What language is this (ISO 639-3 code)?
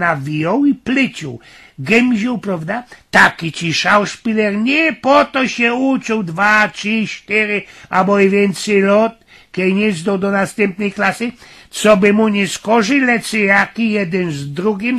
szl